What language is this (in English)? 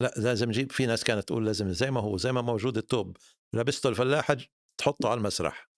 North Levantine Arabic